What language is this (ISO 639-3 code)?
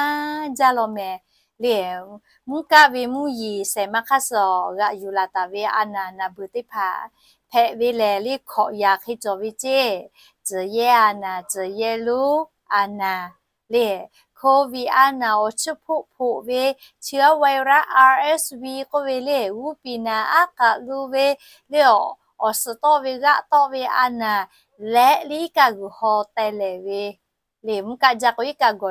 lhu